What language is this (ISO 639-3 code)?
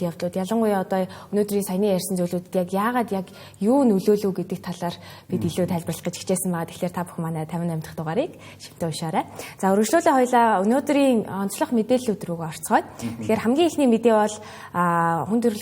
mon